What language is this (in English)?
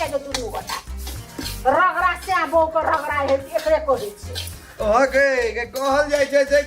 Maithili